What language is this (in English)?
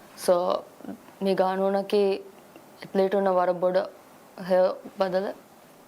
Divehi